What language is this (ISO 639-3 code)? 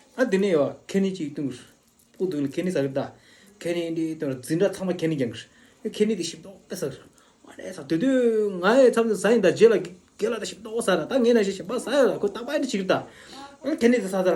bod